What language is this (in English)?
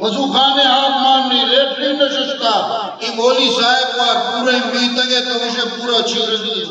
Eastern Balochi